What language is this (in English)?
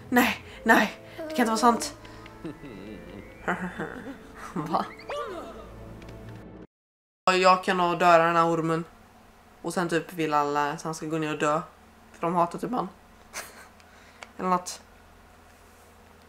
Swedish